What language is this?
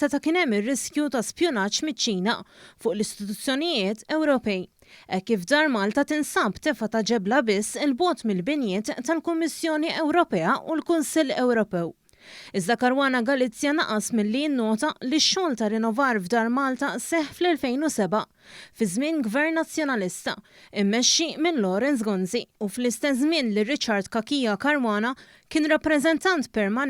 Maltese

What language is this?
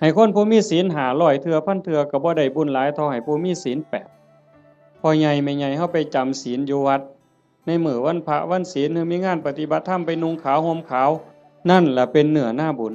Northeastern Thai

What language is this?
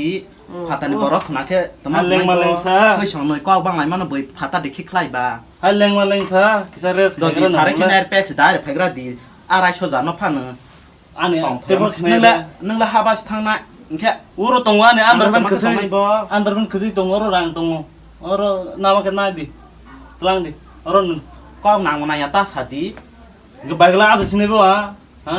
Kok Borok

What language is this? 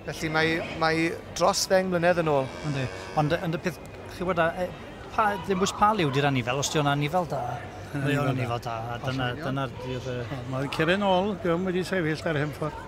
Welsh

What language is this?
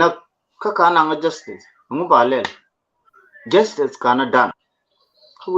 Nuer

